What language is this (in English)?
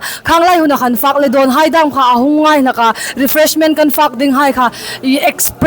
Hmar